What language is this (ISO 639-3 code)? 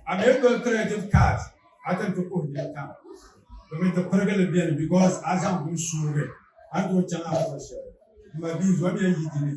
dag